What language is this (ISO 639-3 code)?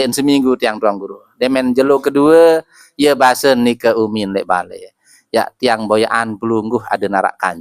sas